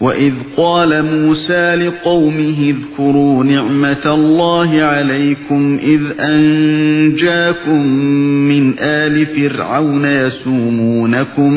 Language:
Uyghur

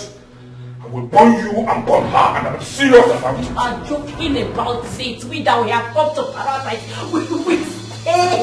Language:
Nigerian Pidgin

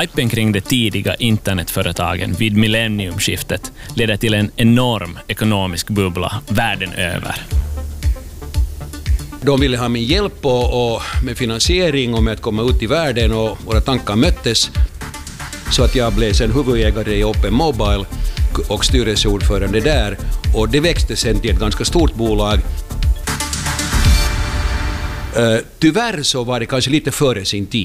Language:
Swedish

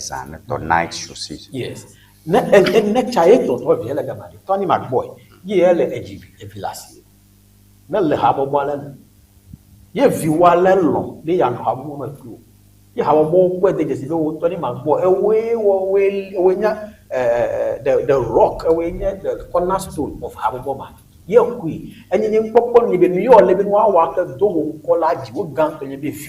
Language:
Ewe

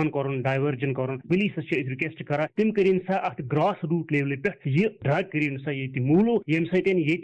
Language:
Kashmiri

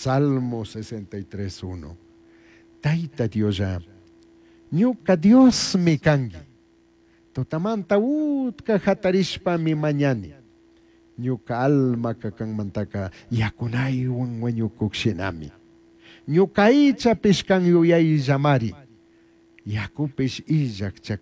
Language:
Chimborazo Highland Quichua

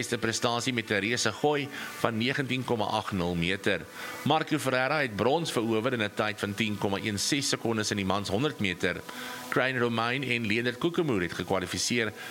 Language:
Afrikaans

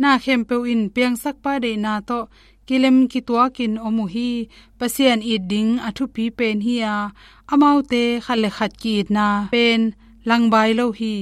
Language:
Tedim Chin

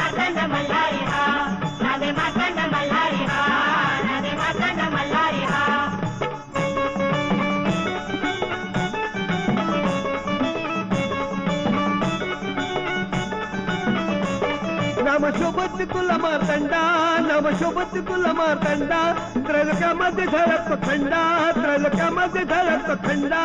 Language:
Marathi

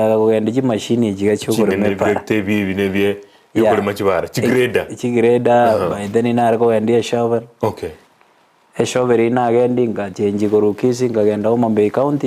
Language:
Gusii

